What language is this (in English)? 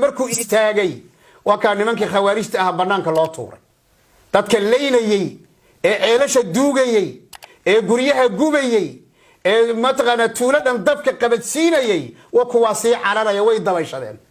Somali